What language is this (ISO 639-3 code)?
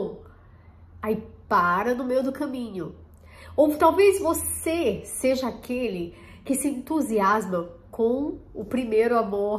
por